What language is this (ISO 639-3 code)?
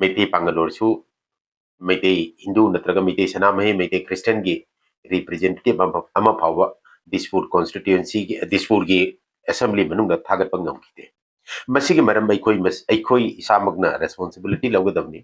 mni